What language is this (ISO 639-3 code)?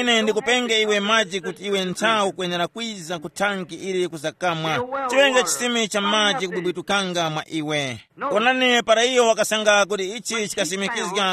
tum